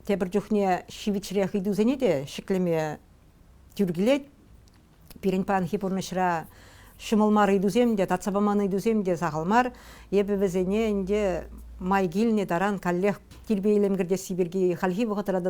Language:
Chuvash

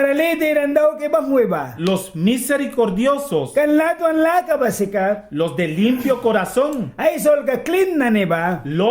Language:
Mískito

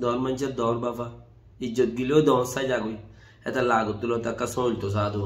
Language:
Rohingya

